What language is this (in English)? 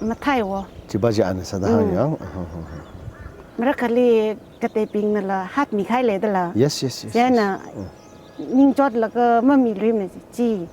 Tangkhul Naga (India)